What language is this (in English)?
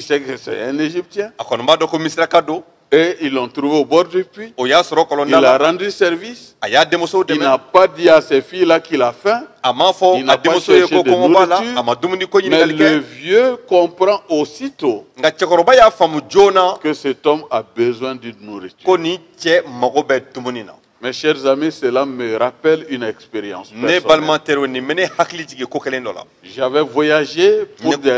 Bambara